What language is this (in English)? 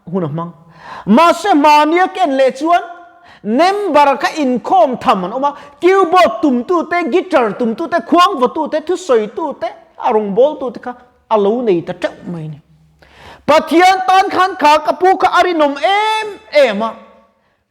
Mizo